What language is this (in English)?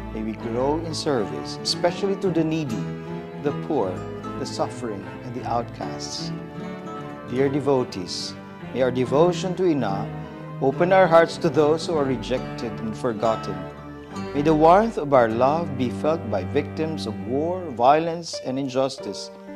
Bikol